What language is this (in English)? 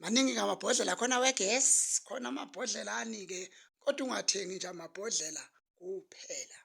Zulu